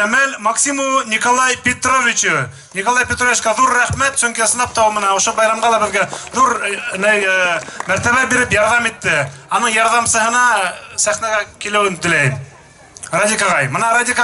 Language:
Bashkir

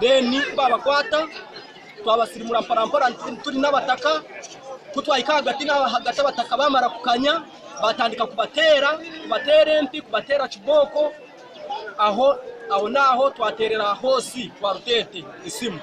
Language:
Nyankole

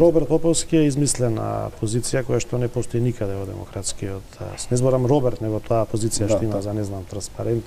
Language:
Macedonian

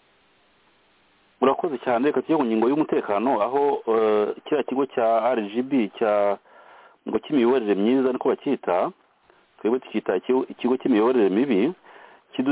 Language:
Kinyarwanda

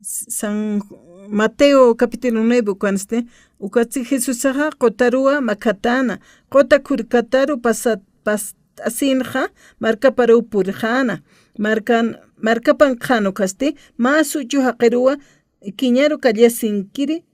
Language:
Aymara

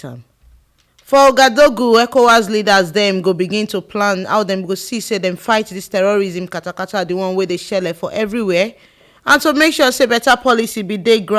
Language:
Nigerian Pidgin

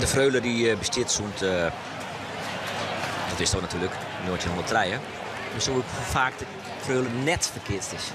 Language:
Western Frisian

